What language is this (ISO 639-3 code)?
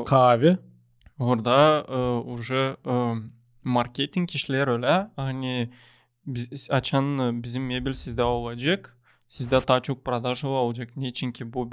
gag